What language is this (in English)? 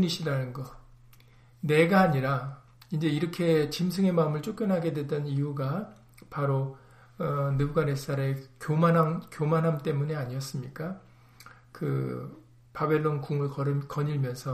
Korean